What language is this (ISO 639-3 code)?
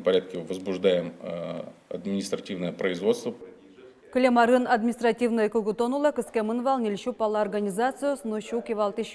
udm